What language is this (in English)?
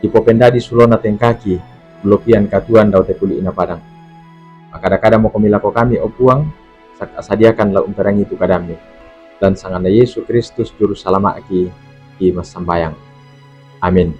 Toraja-Sa'dan